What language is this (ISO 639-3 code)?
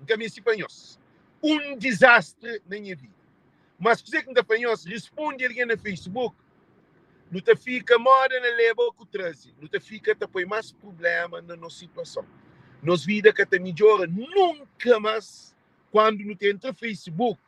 kea